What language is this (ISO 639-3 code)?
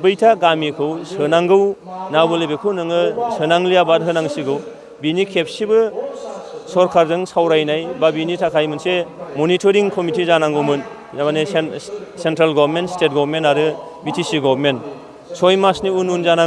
brx